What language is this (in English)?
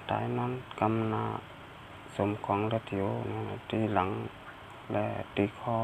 Shan